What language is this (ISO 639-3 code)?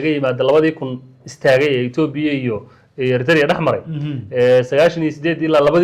som